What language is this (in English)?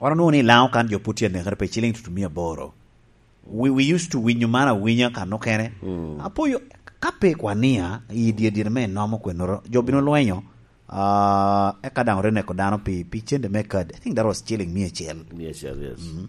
Lango (Uganda)